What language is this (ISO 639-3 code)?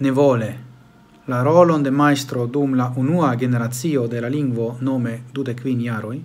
epo